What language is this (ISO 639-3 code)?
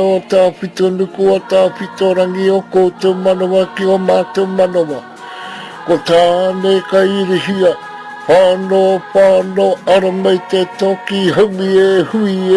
mri